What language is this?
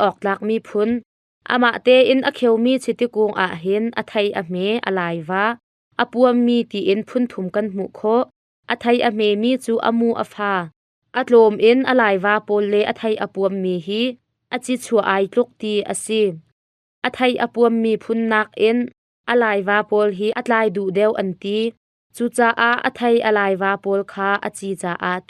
Hakha Chin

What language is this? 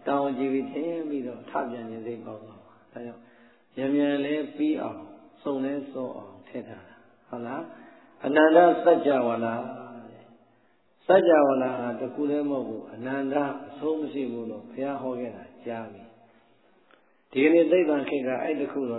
Burmese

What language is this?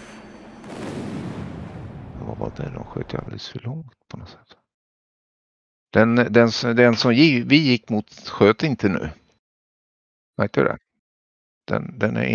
Swedish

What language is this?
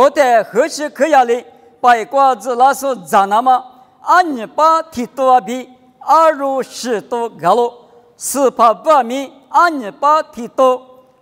Lisu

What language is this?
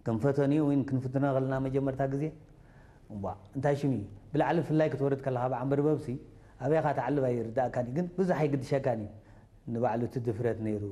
Tigrinya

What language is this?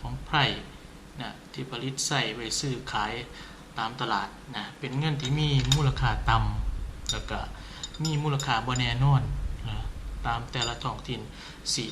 Lao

